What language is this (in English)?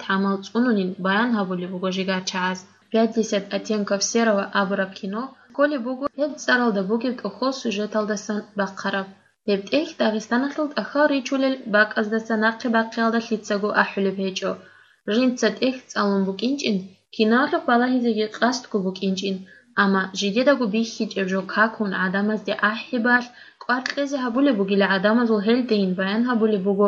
Avaric